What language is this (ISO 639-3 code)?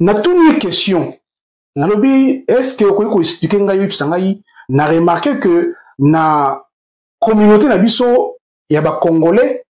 lin